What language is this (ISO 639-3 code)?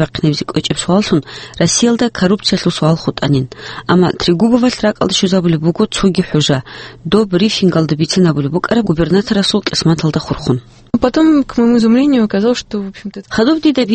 ava